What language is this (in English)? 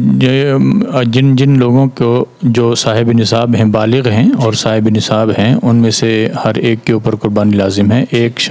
Urdu